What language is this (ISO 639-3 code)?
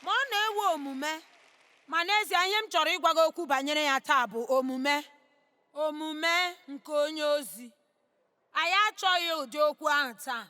ibo